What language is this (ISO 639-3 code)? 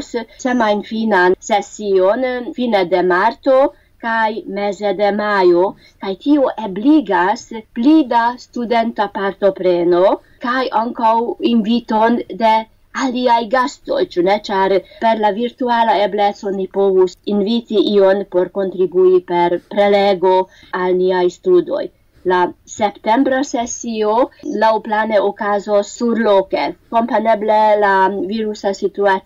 epo